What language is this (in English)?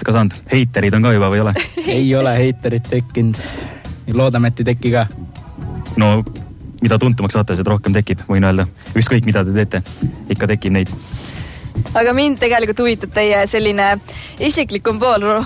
Estonian